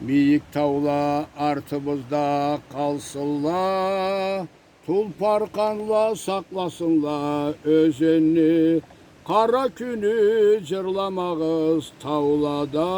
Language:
Karachay-Balkar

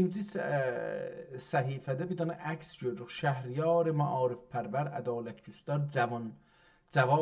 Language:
South Azerbaijani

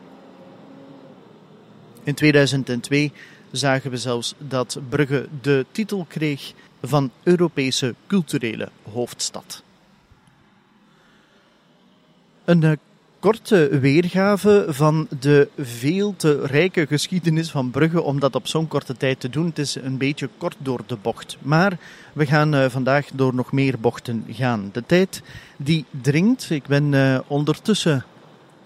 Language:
Dutch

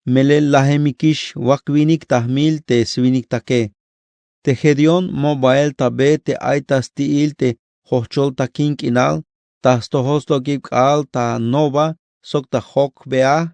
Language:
Tzeltal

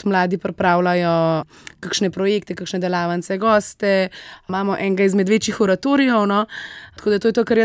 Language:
Slovenian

